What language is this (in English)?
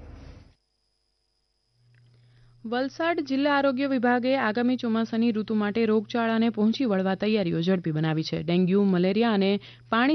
Gujarati